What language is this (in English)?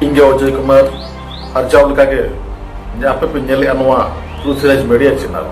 Santali